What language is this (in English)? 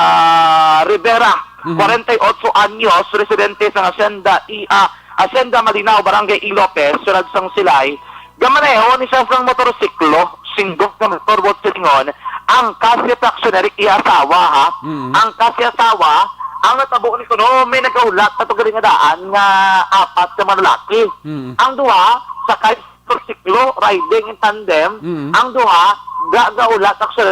Hiligaynon